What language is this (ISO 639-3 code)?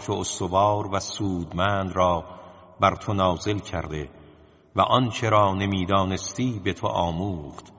fas